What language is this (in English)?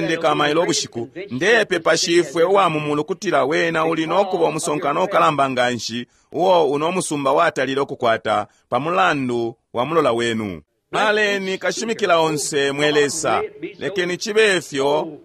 Bemba